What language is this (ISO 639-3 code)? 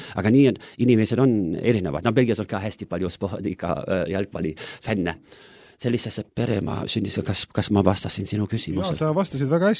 est